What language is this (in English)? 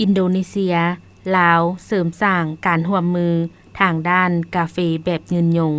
Lao